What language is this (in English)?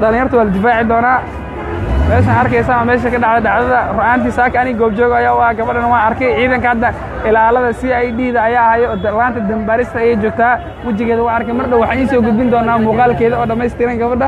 Somali